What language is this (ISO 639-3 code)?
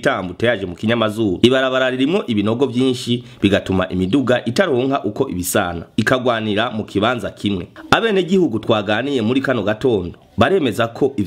run